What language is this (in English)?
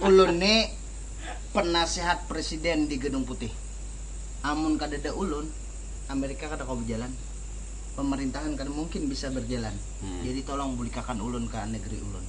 Banjar